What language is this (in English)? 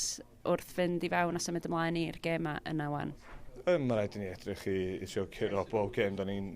Welsh